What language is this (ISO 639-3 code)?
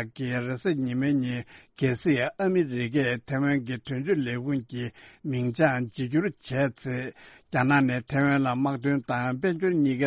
bod